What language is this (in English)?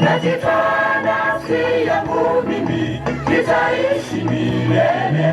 Gusii